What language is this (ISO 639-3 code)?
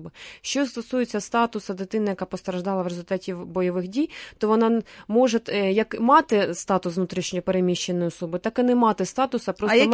ukr